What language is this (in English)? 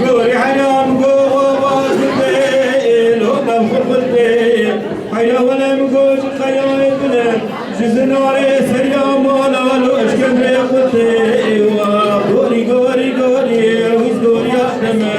Kurdish